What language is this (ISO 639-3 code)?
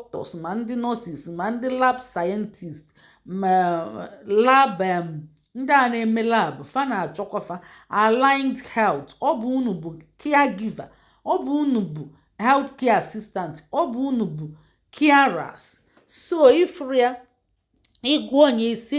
ibo